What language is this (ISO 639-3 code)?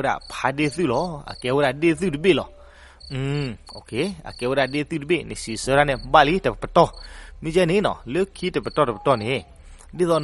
ksw